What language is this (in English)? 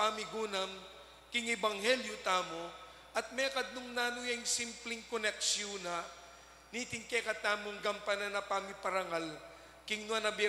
Pampanga